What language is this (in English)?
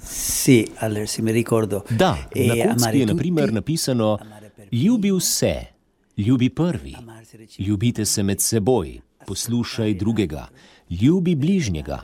Slovenian